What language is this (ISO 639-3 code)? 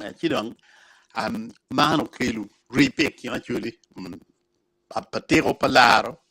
ach